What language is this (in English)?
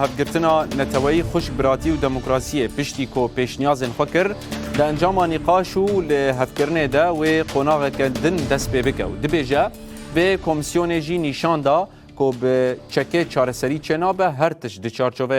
Kurdish